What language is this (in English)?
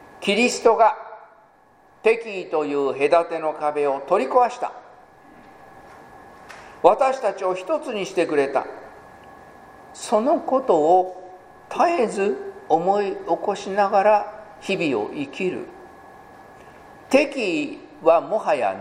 Japanese